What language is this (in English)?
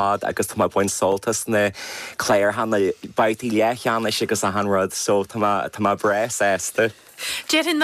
Irish